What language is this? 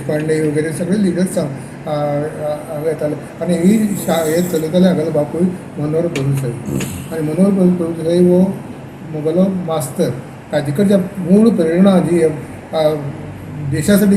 Konkani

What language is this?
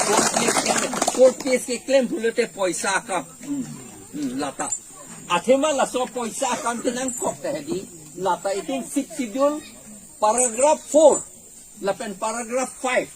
Karbi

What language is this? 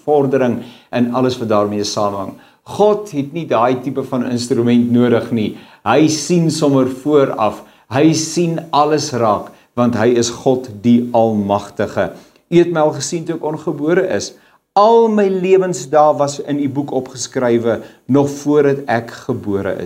Afrikaans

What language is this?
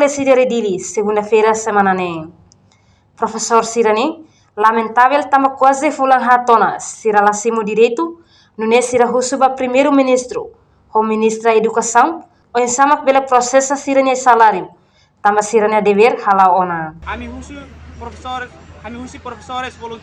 Tetum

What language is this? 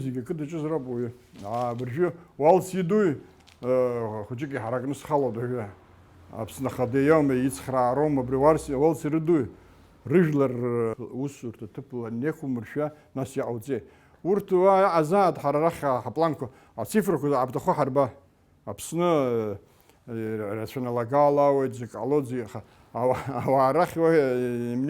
Abkhazian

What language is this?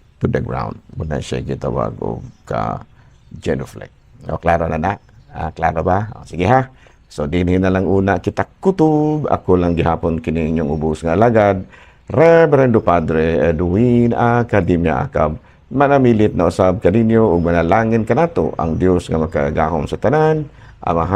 Cebuano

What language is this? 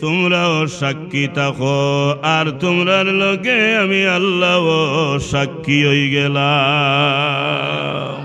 Sylheti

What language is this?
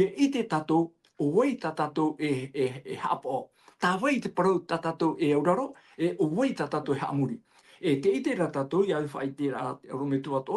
Tahitian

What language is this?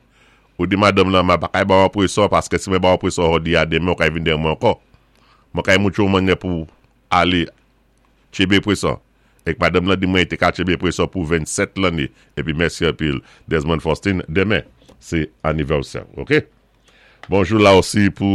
Saint Lucian Creole French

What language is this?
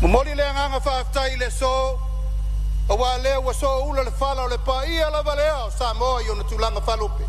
Samoan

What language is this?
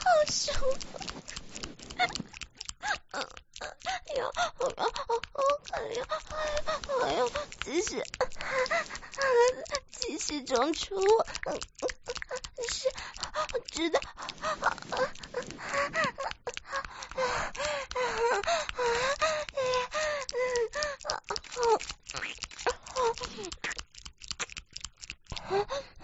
Chinese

